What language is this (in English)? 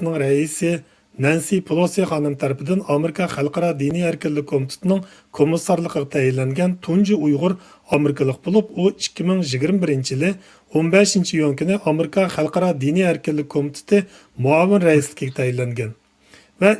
Uyghur